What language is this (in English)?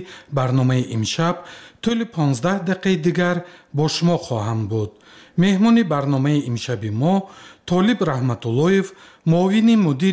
Tajik